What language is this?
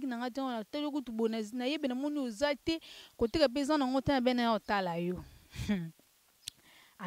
Lingala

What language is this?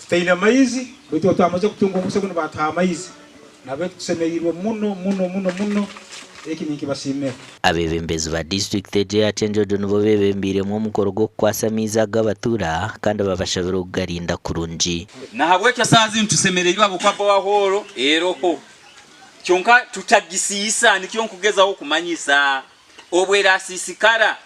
Nyankole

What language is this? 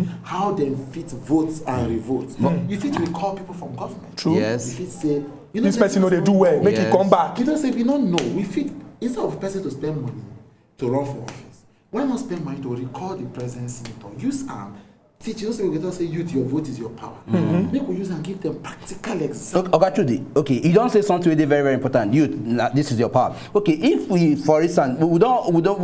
Nigerian Pidgin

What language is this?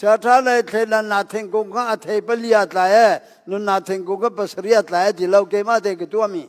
Hakha Chin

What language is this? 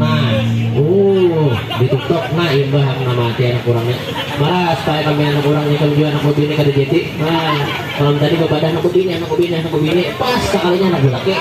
Banjar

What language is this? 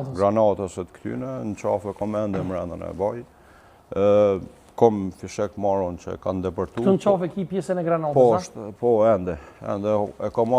Albanian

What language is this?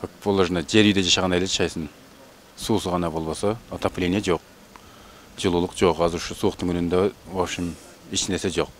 Kyrgyz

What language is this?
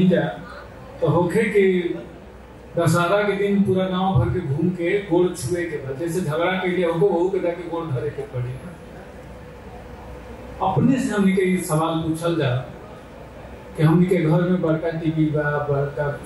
Bhojpuri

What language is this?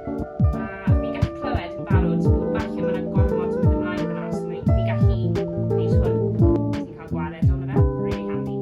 Welsh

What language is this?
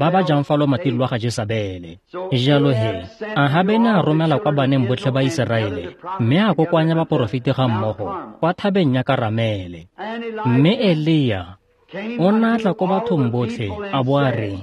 Tswana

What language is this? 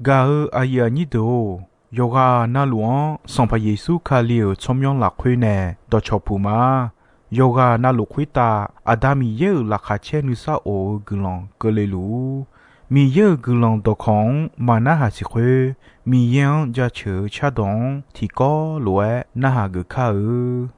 Akha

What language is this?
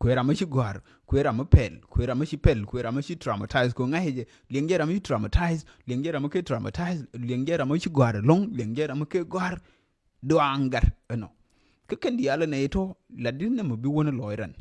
Nuer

